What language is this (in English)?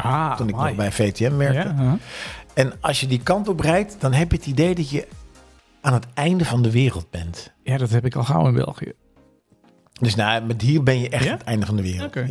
Dutch